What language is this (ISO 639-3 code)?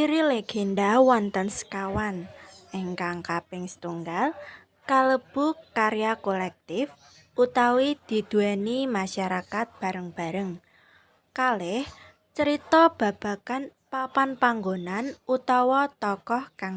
jav